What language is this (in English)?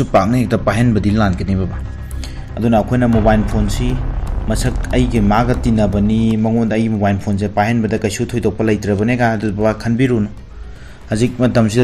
Manipuri